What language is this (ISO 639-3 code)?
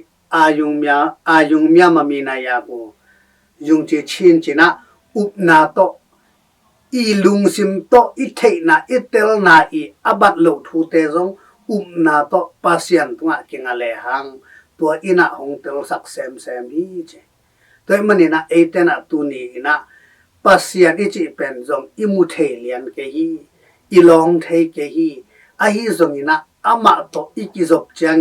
ctd